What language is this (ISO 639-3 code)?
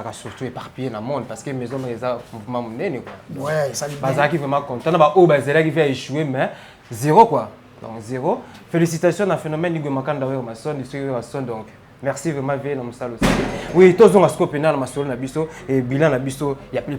lin